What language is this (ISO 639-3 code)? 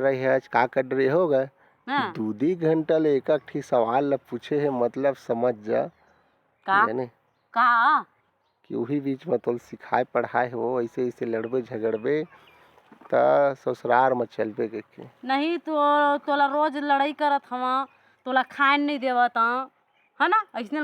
hne